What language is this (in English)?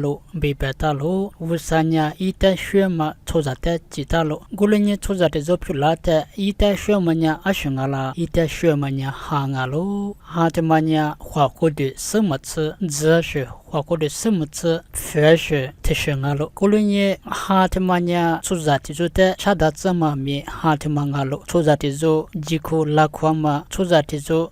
Lisu